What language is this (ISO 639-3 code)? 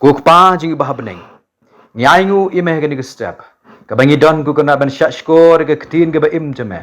kha